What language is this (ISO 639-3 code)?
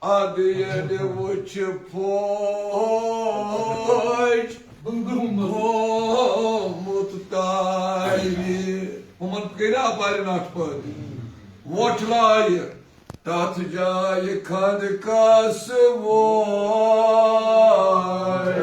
kas